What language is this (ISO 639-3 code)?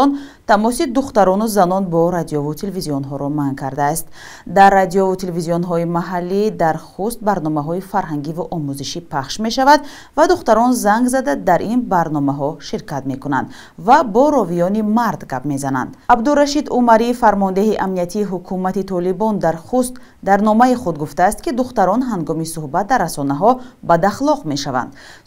tgk